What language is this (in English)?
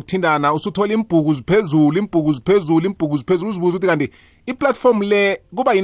South Ndebele